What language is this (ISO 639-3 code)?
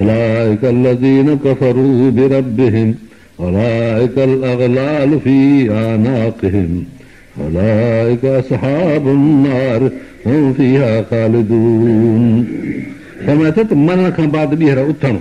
snd